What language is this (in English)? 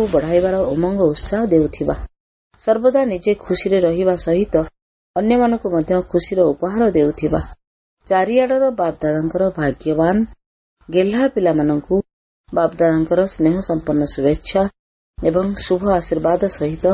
Odia